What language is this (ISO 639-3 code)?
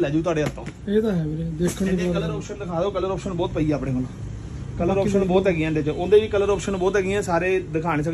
pan